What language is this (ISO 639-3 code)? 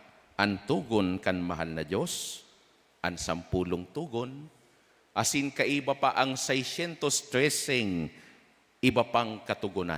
bik